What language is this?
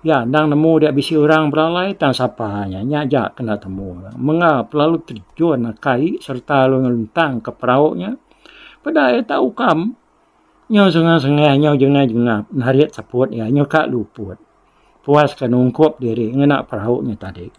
Iban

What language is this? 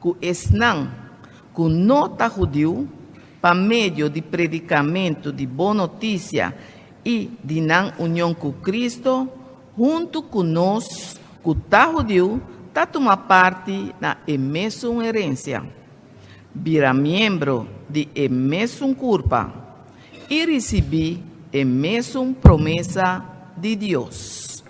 Papiamento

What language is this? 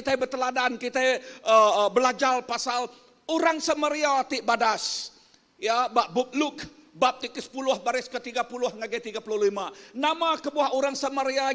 Iban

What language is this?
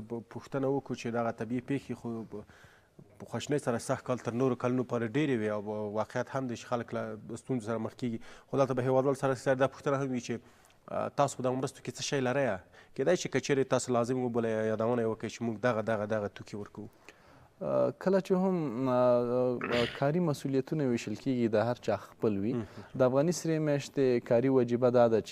Pashto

